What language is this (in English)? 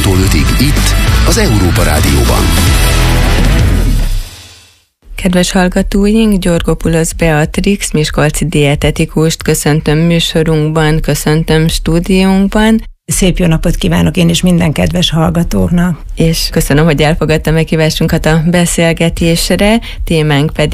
Hungarian